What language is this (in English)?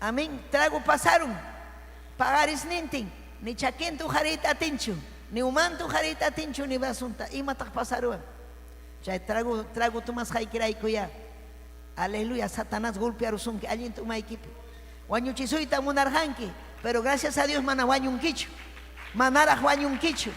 Ayacucho Quechua